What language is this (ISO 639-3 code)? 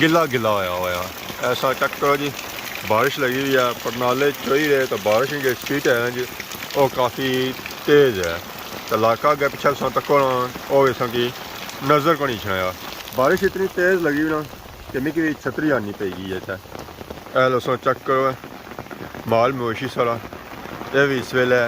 phr